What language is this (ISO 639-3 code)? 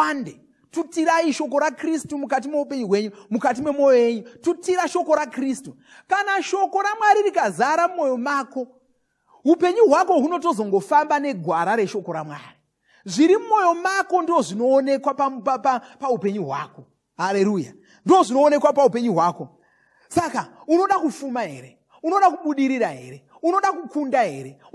sna